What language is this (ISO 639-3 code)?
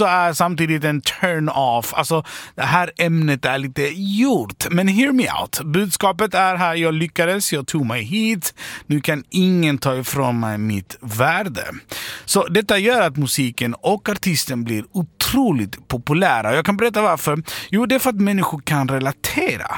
swe